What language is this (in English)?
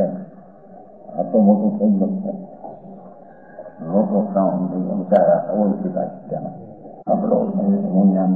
Gujarati